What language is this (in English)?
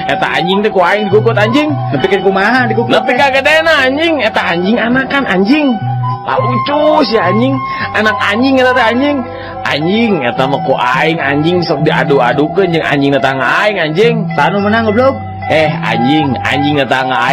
Sundanese